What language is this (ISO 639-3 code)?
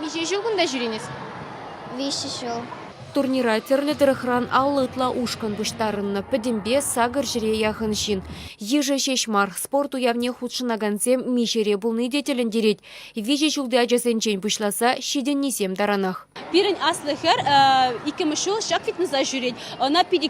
chv